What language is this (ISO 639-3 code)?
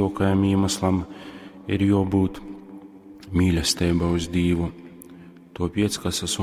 ltg